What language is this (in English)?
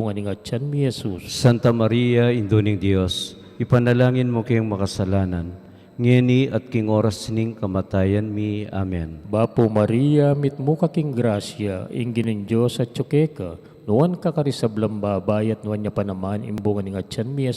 Pampanga